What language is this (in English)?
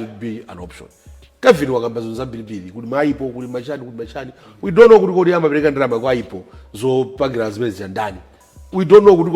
Nyanja